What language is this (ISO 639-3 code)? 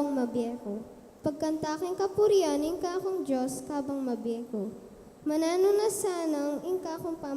pam